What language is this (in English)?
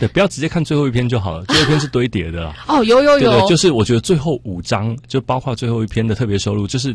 Chinese